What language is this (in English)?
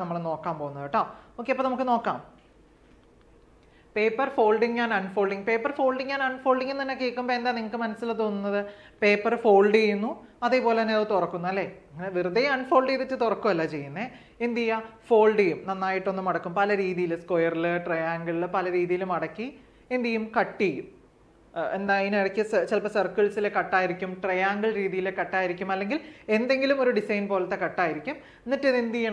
Malayalam